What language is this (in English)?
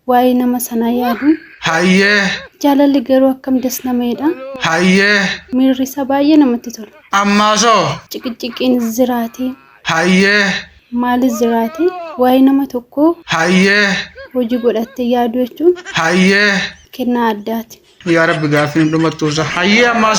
Oromo